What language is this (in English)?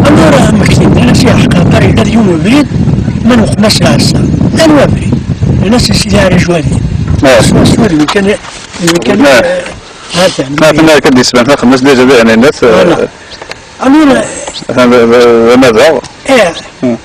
Kabyle